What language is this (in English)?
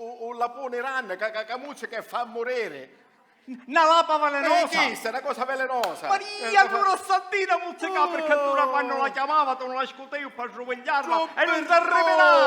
Sicilian